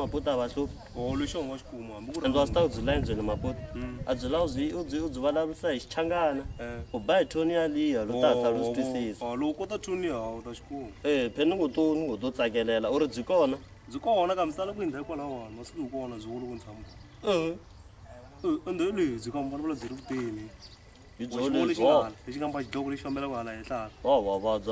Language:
Tsonga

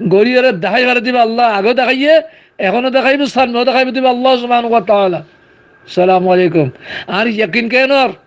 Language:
Rohingya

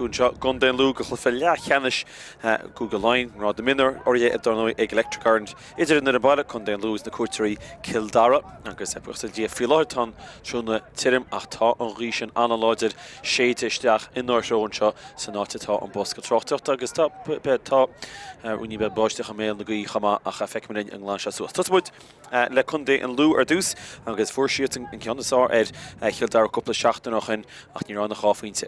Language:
Irish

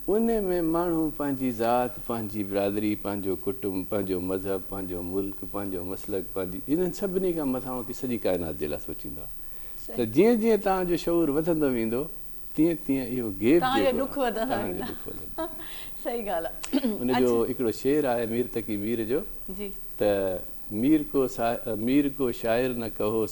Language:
Sindhi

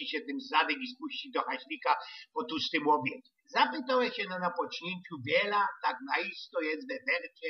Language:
Silesian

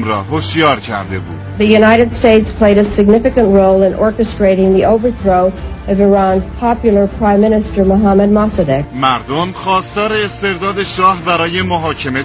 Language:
Persian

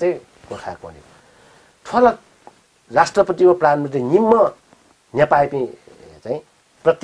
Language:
Newari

